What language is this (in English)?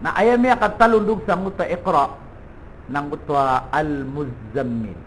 Maranao